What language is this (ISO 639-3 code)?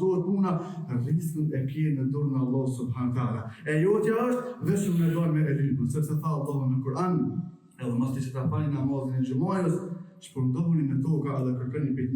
sqi